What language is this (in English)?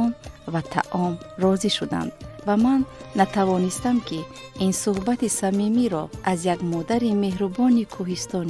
Tajik